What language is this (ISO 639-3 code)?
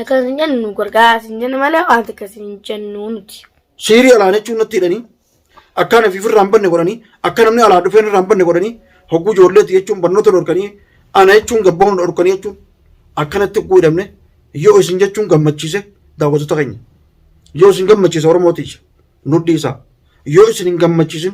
orm